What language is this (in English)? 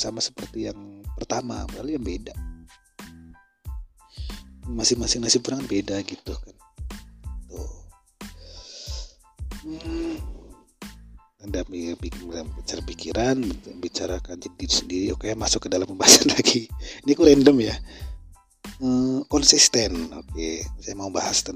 Indonesian